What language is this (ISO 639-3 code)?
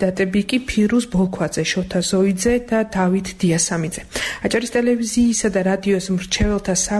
kat